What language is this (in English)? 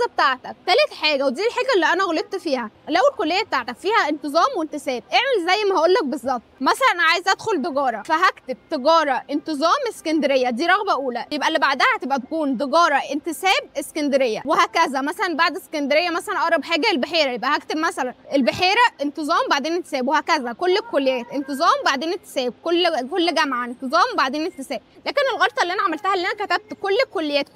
Egyptian Arabic